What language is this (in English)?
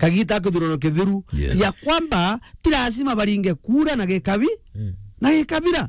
Meru